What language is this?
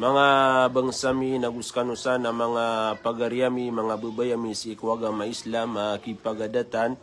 Maranao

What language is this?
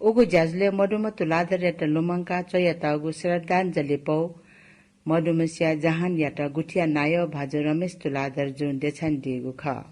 Newari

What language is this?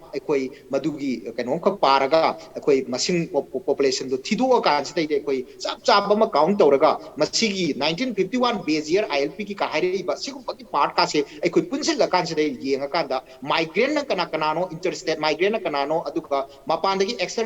Manipuri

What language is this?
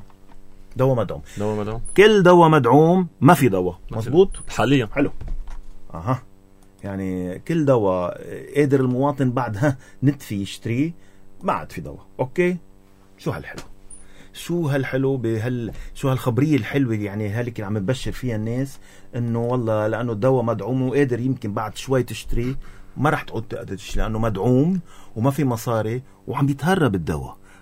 North Levantine Arabic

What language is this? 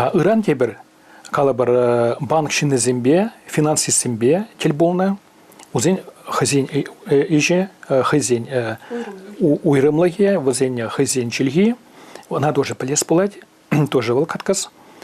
Chuvash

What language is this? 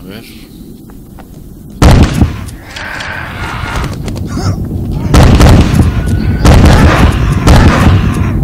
Spanish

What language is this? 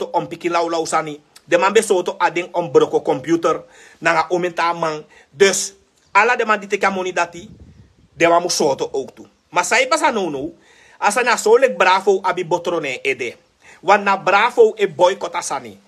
Sranan Tongo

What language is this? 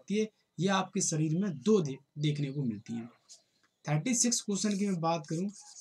Hindi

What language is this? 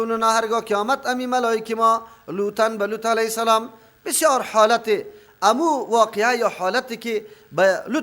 Persian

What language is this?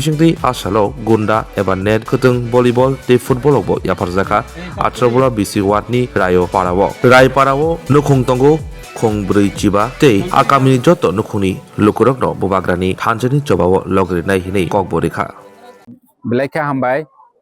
Kok Borok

